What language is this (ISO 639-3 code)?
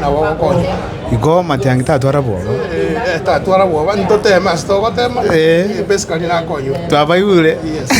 guz